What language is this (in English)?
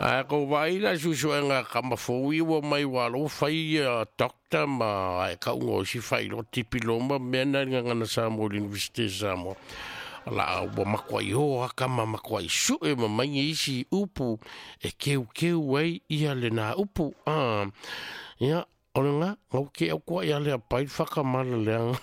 Samoan